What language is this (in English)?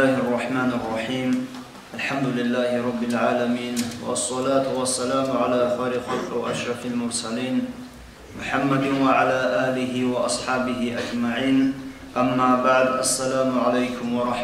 Avaric